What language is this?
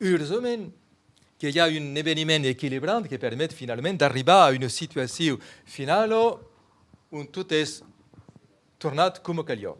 Occitan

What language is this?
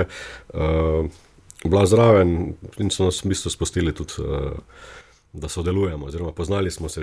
Slovenian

